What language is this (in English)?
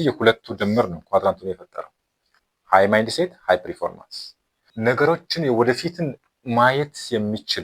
Amharic